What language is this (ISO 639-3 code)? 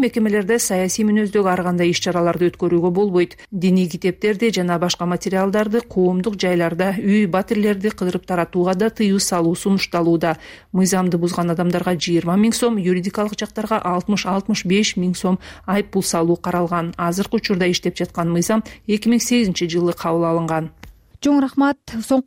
kir